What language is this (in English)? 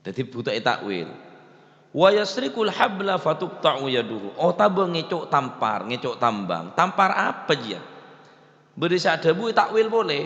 Madurese